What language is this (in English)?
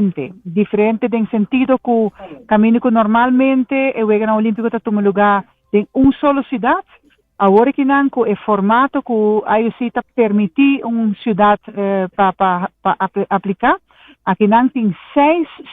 Papiamento